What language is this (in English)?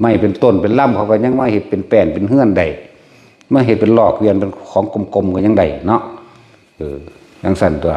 Northeastern Thai